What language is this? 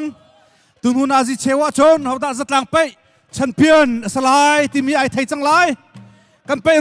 Hakha Chin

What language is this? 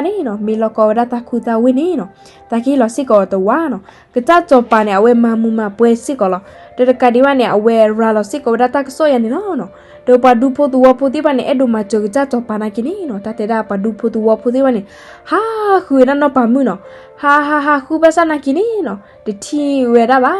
S'gaw Karen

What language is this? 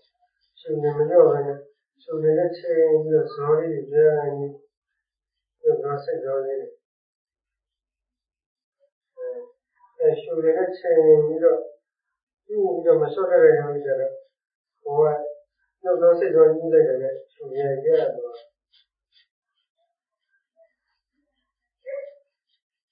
Burmese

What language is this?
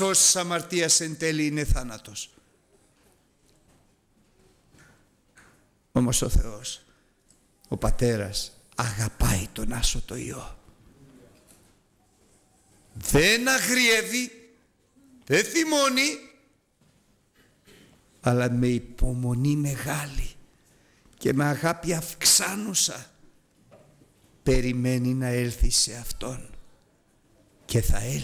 Greek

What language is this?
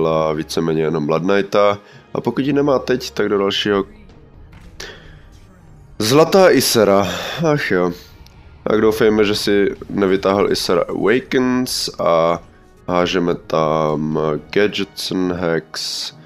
Czech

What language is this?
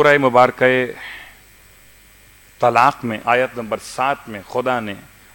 Urdu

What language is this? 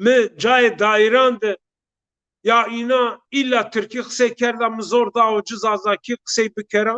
Zaza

